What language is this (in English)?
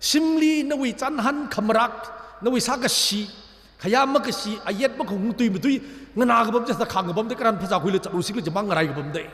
Tangkhul Naga (India)